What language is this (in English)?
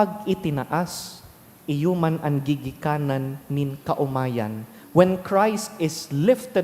Bikol